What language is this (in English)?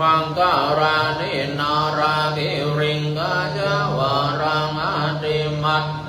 Pali